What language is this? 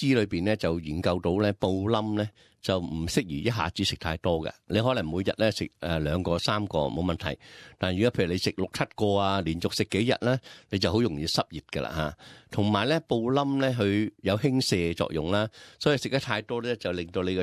Cantonese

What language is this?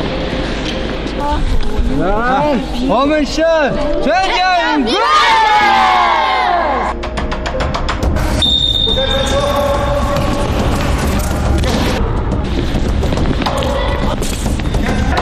Chinese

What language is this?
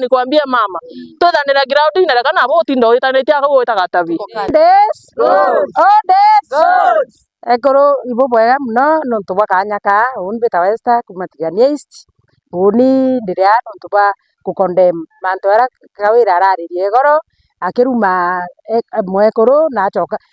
Meru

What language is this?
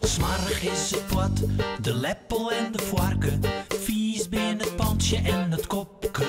Western Frisian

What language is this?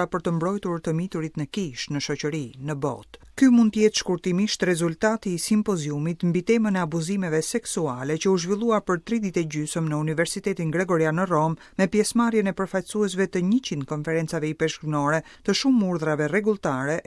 Albanian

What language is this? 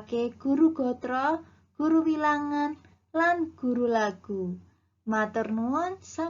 Javanese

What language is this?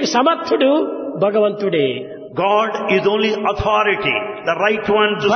Telugu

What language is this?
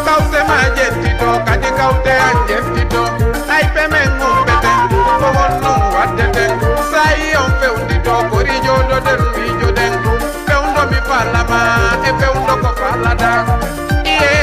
Fula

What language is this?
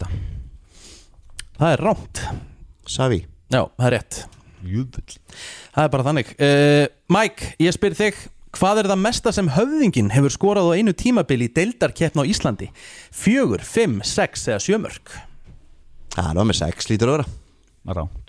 Icelandic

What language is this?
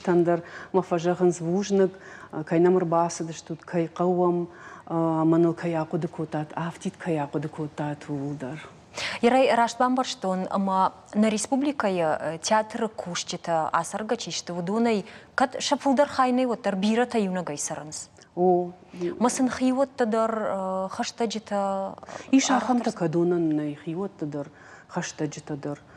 Ossetic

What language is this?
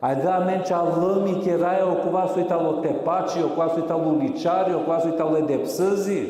Balkan Romani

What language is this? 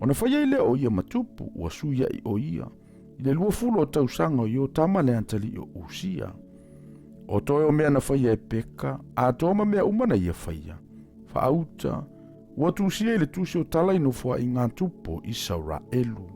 Samoan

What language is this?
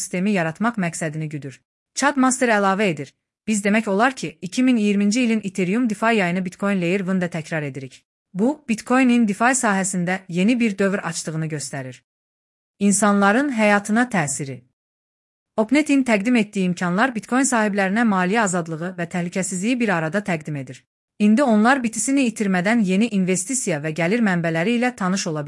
Azerbaijani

